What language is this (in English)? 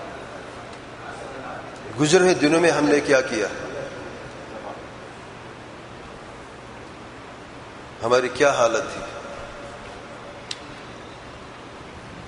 Urdu